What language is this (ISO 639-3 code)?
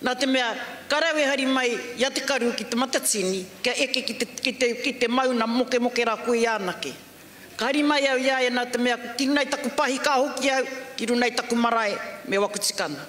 mri